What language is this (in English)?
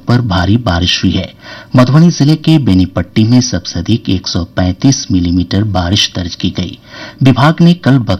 Hindi